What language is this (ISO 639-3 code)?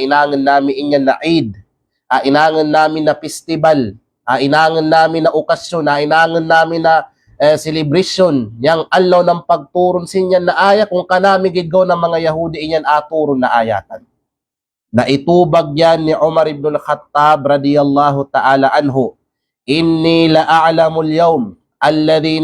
kqe